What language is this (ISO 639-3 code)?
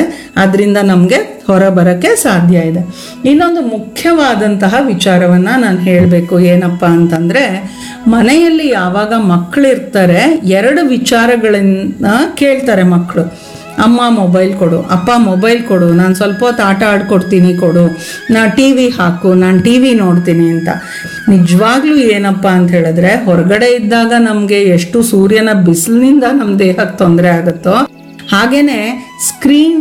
kan